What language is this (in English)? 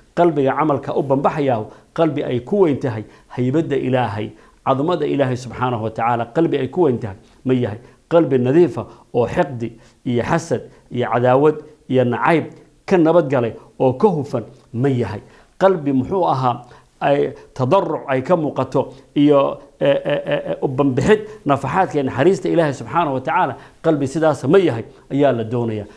Somali